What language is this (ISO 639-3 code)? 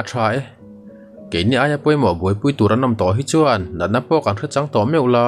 lus